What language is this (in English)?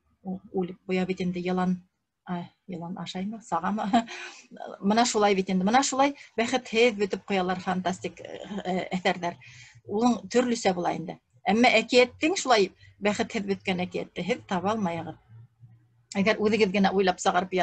Bashkir